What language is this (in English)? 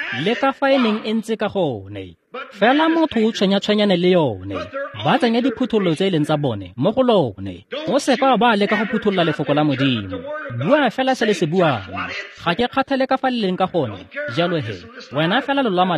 Tswana